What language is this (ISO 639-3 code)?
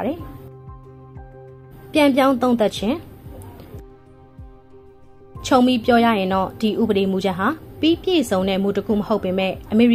mya